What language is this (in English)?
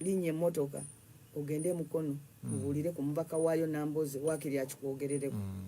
Ganda